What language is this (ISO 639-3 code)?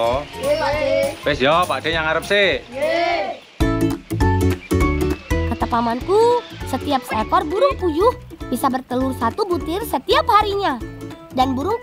ind